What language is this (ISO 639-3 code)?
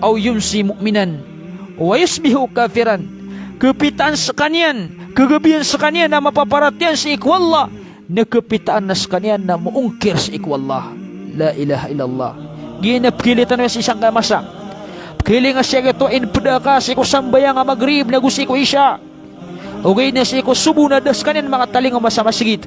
mrw